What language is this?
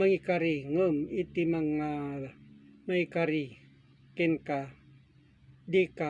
Iloko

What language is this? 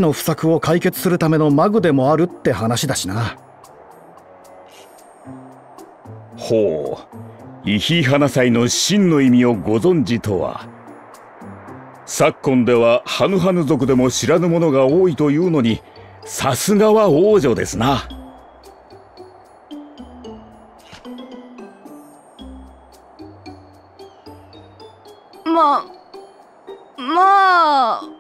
Japanese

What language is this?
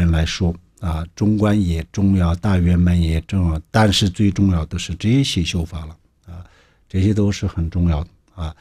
Chinese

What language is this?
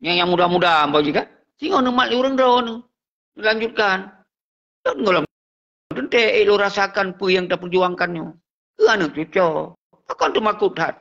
Achinese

